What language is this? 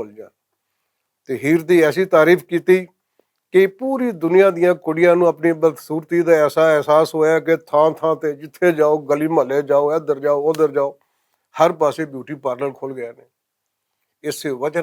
Western Panjabi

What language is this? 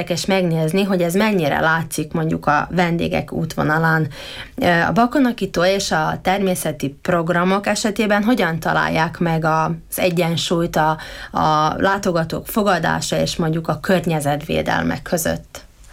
Hungarian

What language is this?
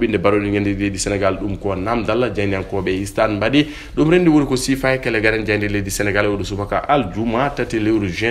Fula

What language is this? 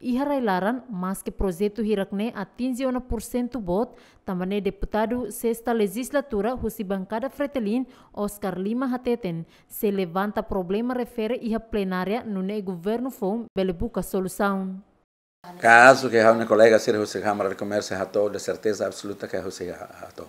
Tetum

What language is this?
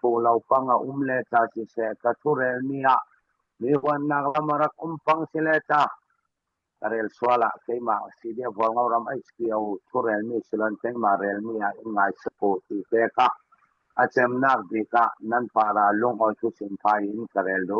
Hakha Chin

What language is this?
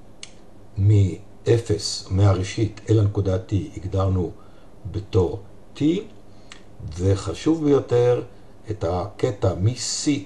Hebrew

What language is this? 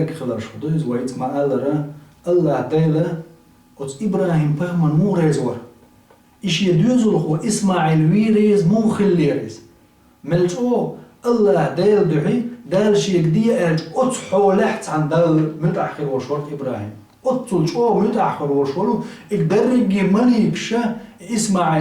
Chechen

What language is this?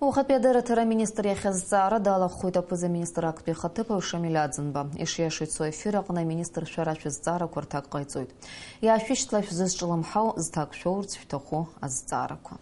Abkhazian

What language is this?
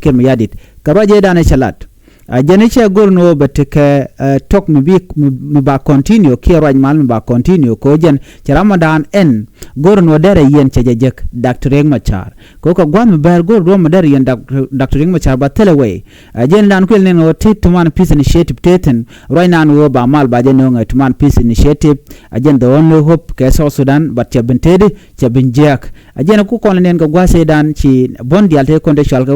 Nuer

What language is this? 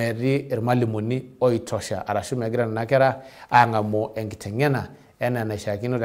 Masai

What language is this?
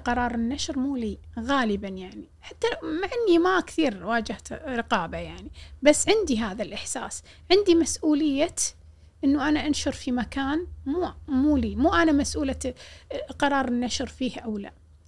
Gulf Arabic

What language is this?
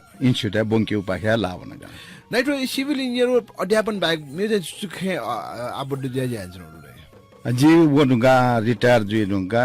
Newari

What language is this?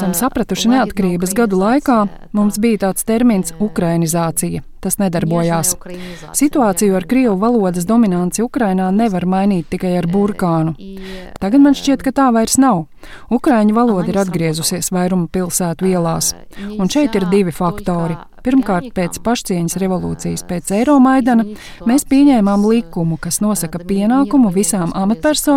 Latvian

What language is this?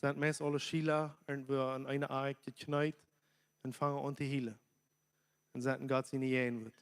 Plautdietsch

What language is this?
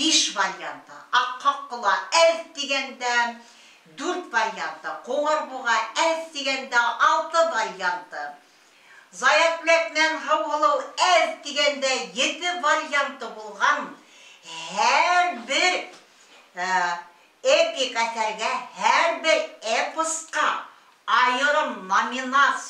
Bashkir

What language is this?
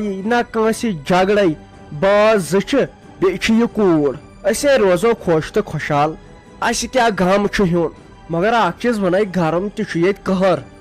Kashmiri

